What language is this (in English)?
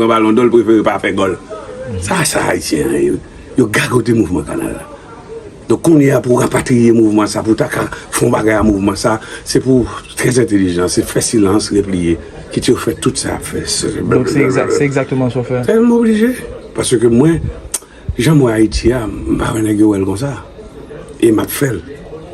Haitian Creole